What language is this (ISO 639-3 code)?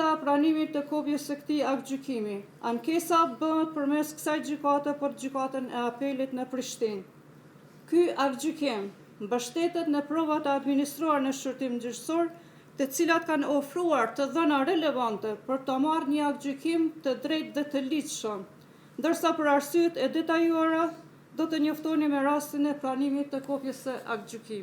sqi